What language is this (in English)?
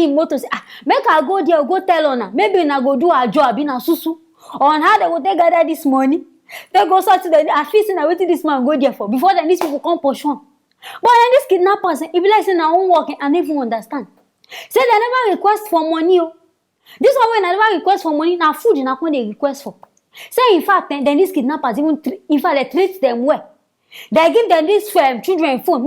Nigerian Pidgin